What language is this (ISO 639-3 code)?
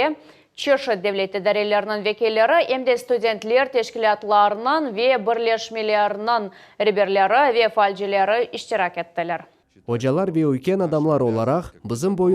crh